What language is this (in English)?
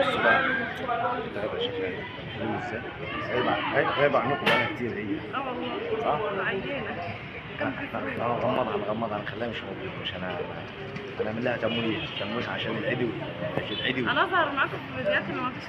Egyptian Arabic